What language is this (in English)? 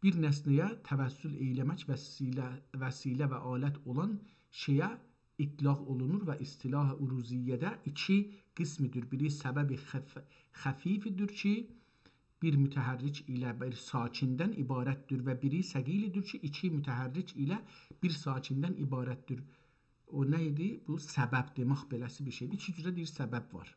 South Azerbaijani